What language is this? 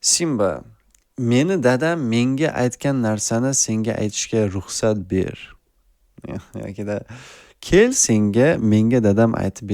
Uzbek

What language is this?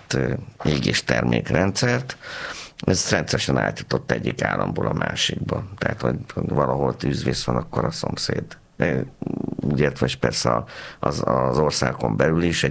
Hungarian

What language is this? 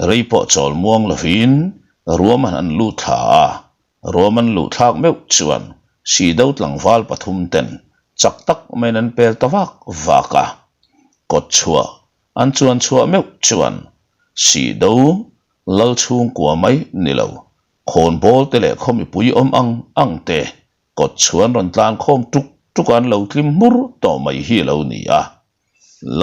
Mizo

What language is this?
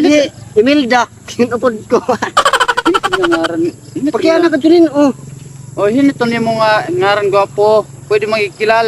Waray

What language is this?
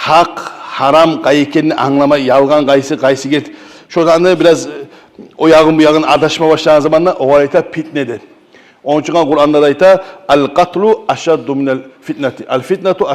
Kumyk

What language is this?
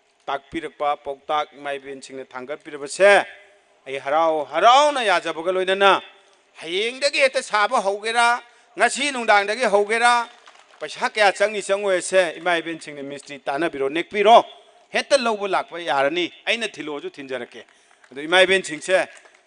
Manipuri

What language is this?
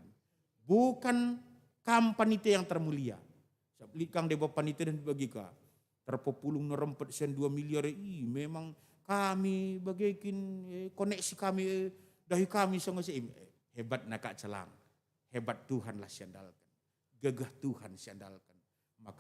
Batak Karo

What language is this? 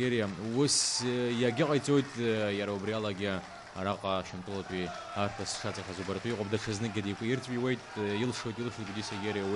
Abkhazian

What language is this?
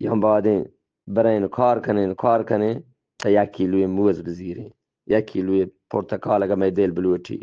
Eastern Balochi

